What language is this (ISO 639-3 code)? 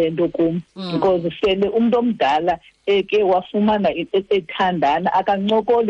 xho